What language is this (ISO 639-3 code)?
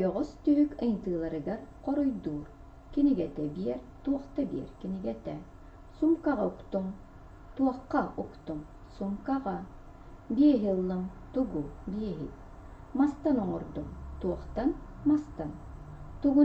sah